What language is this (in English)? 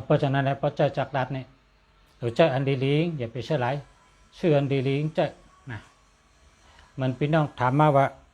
Shan